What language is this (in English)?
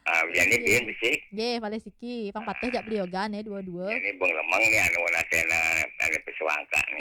Balinese